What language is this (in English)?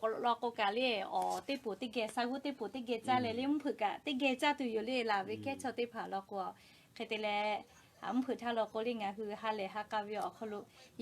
Lahu